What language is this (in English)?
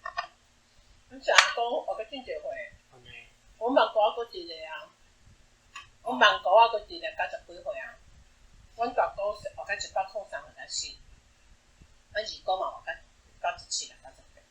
Min Nan Chinese